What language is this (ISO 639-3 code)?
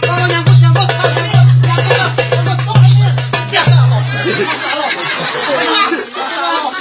bew